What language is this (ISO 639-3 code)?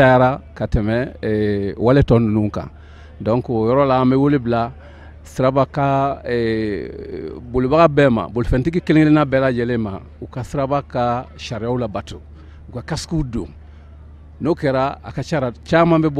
bam